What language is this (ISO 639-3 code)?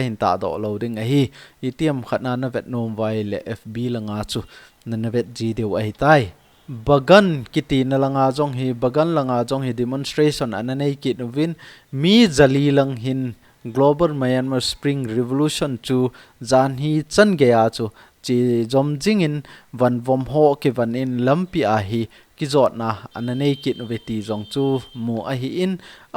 tcz